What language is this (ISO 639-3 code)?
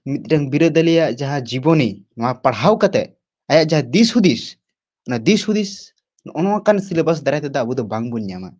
sat